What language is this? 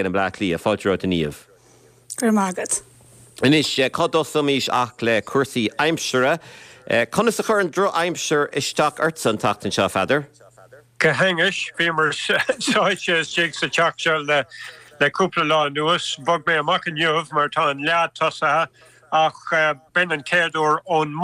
Irish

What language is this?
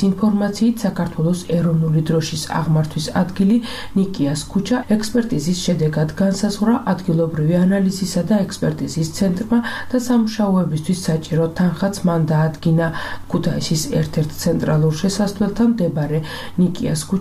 Georgian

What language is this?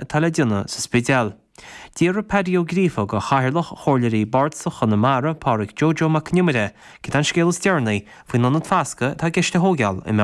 Irish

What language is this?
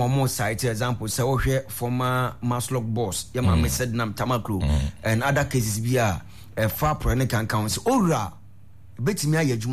Akan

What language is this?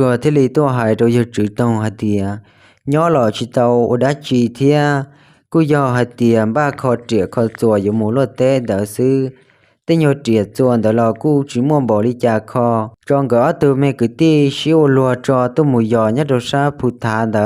Hmong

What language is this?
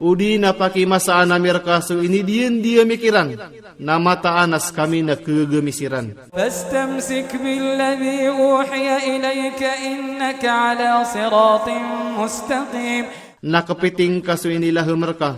Maranao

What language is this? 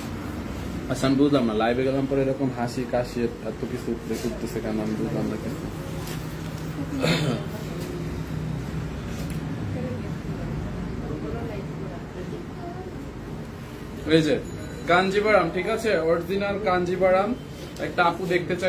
Bangla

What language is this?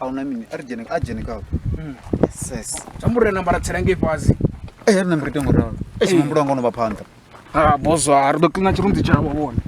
Venda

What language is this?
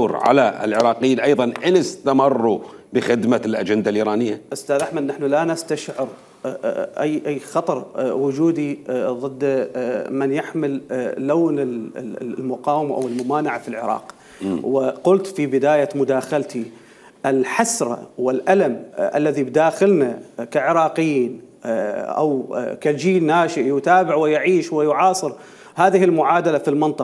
Mesopotamian Arabic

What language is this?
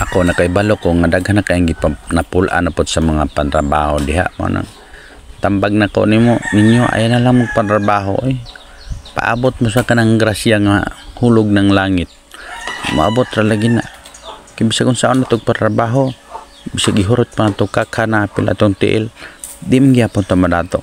Cebuano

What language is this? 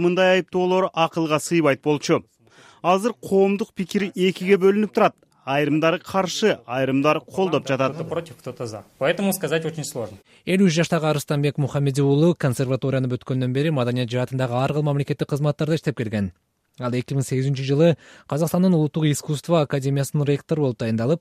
Kyrgyz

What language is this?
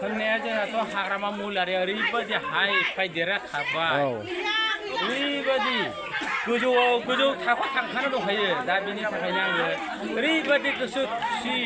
Bodo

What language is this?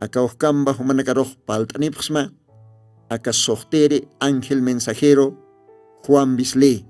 Aymara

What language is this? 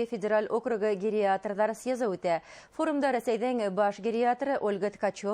Bashkir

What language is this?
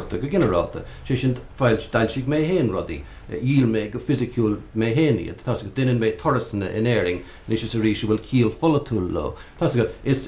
Irish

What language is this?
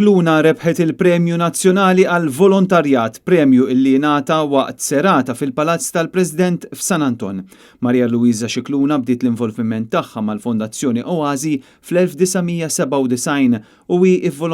Maltese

